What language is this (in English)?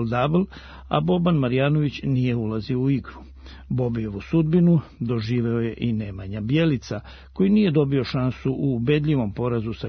Serbian